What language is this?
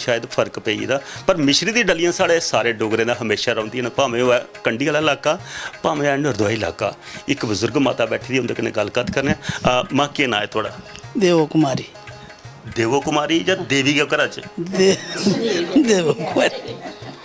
Dogri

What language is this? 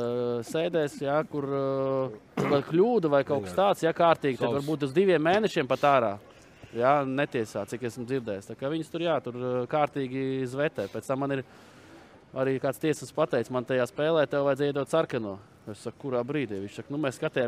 Latvian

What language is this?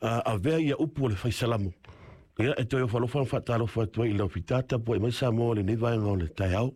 Samoan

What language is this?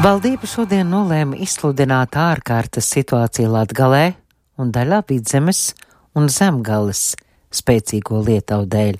Latvian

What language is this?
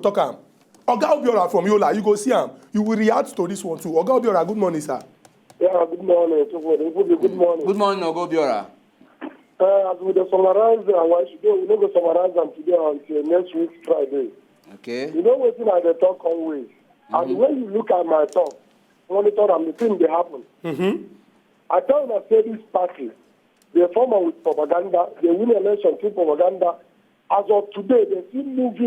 Nigerian Pidgin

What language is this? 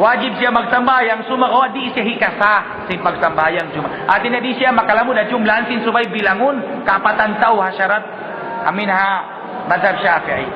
Tausug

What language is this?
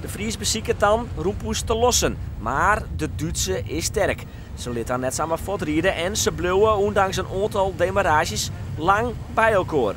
Western Frisian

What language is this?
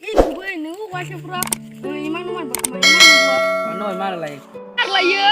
Kok Borok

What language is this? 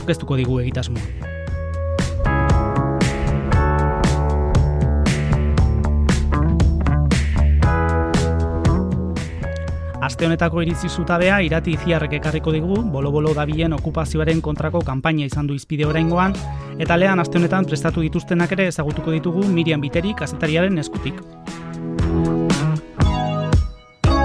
Basque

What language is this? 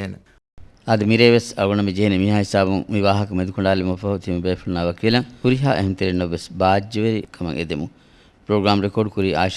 Divehi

